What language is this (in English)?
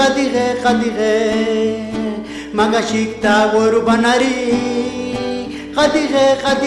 Poqomchi'